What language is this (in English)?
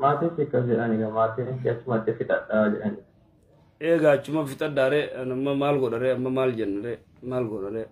Oromo